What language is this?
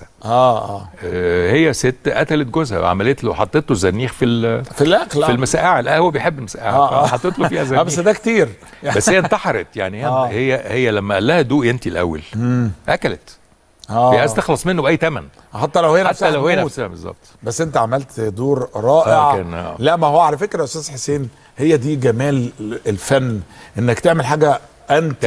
Egyptian Arabic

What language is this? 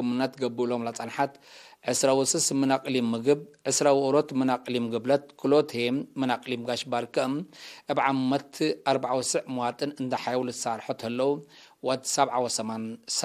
Tigre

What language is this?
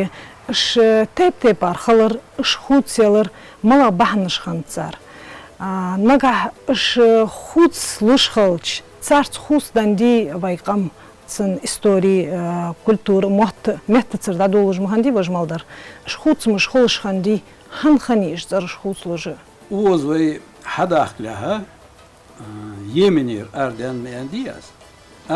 Ingush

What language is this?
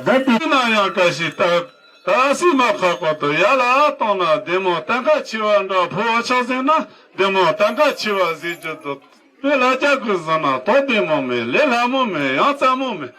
Tibetan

